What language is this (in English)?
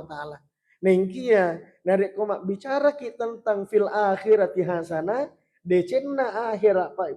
Buginese